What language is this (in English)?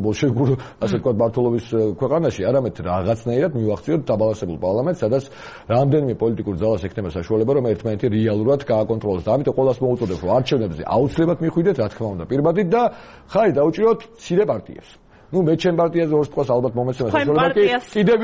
Georgian